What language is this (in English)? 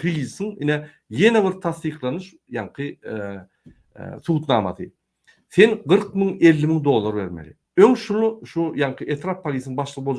Turkmen